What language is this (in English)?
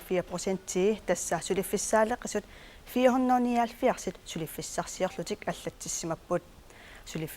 Kalaallisut